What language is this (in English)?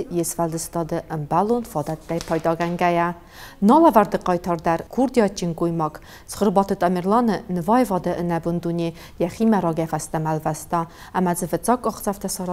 Ossetic